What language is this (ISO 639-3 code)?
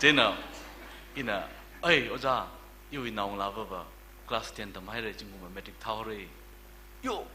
nmf